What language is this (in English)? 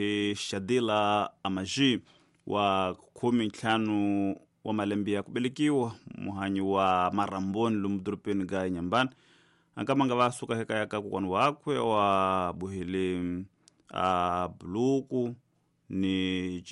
Tsonga